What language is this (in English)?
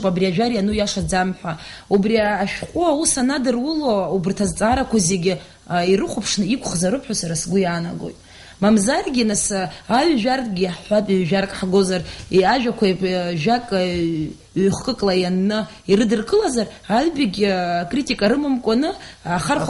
Abkhazian